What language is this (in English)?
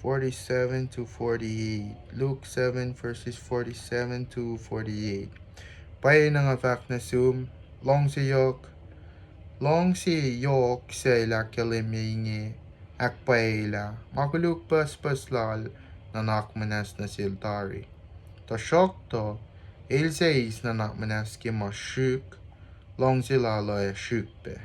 Kosraean